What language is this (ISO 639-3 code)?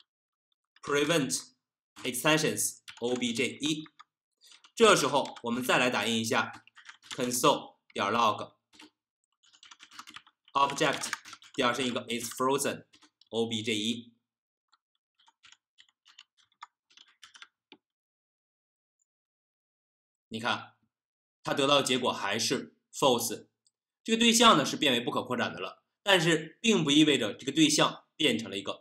zho